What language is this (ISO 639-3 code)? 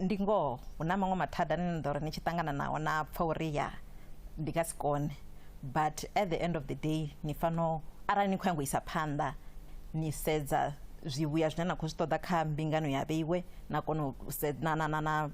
ven